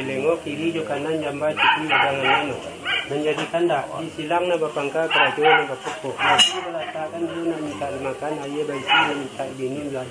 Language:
Minangkabau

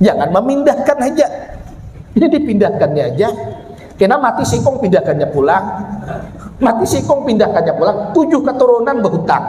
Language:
Banjar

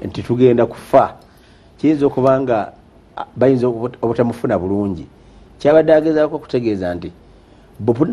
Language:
Ganda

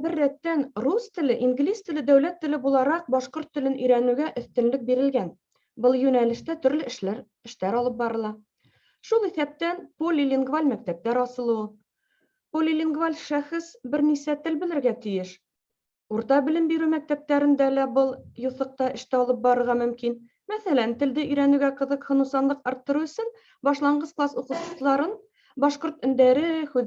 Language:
Bashkir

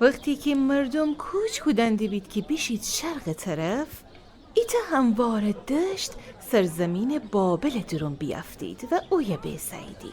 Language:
Gilaki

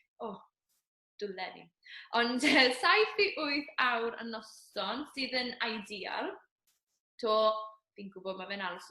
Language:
Welsh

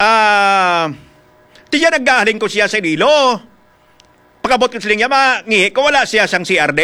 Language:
Hiligaynon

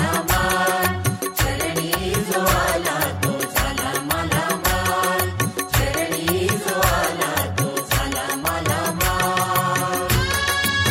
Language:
Marathi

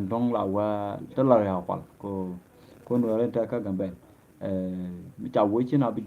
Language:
Nuer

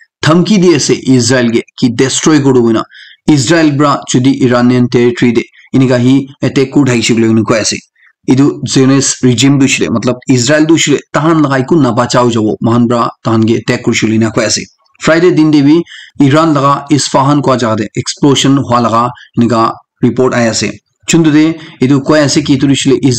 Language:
Naga Pidgin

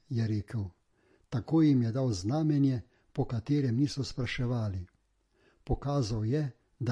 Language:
Slovenian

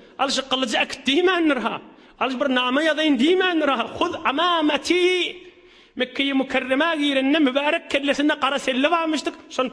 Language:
Turkmen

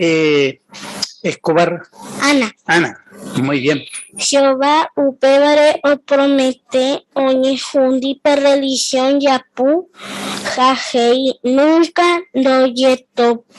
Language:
Guarani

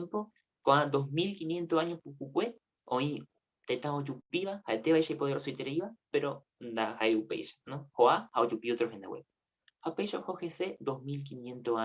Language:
Guarani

